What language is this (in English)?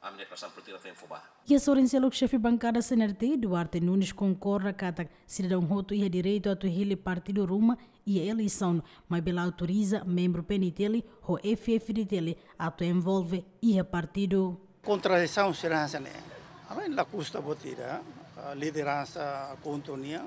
Tetum